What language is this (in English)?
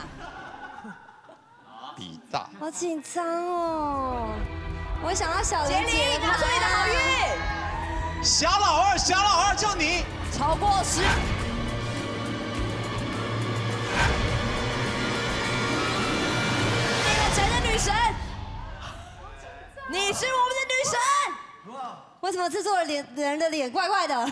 Chinese